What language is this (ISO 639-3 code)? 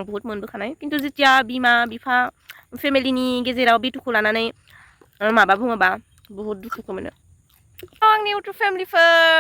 brx